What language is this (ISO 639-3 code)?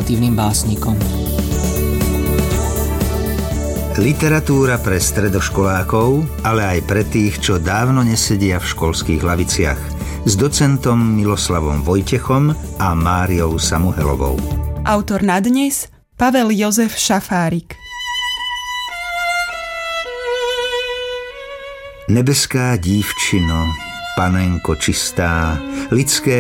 slk